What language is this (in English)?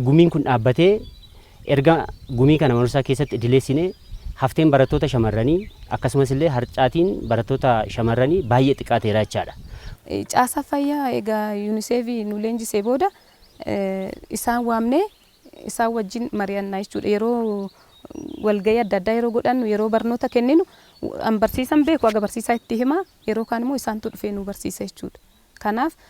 Oromo